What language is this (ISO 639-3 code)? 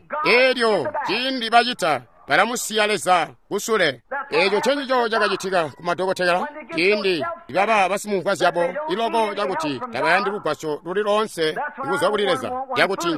toi